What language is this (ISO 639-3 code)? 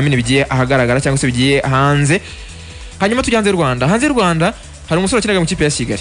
kin